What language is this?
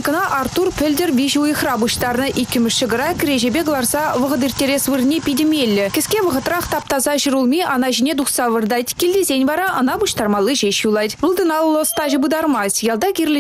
Chuvash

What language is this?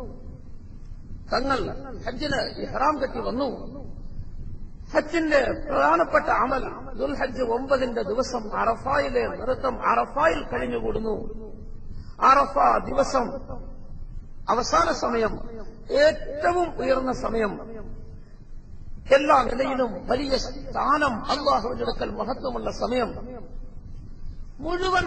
Malayalam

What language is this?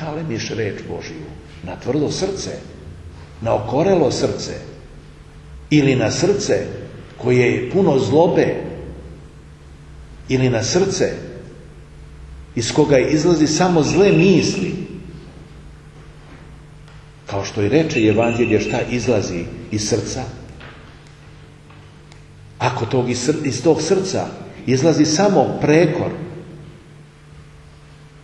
Serbian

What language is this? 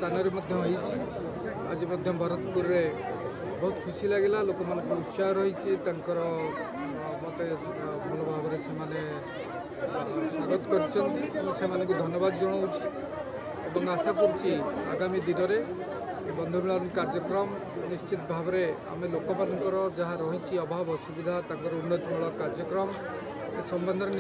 Odia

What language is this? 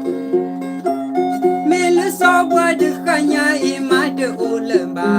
S'gaw Karen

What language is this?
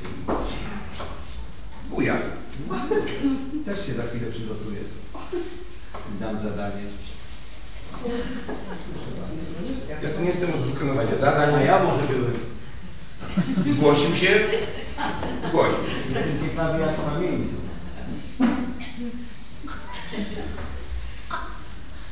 Polish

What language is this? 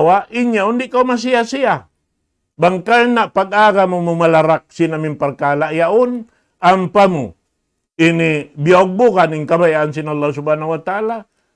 Tausug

